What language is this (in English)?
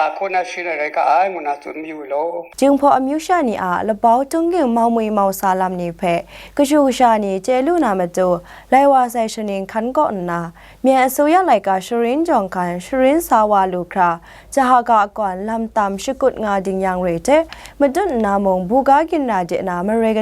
Kachin